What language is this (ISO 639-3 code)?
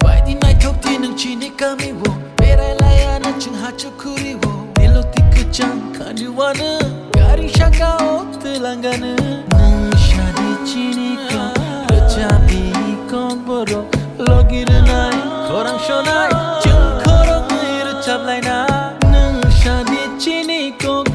trp